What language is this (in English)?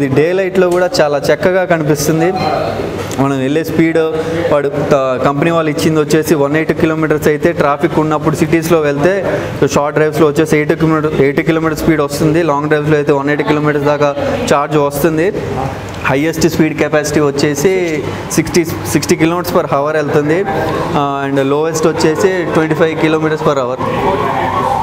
Telugu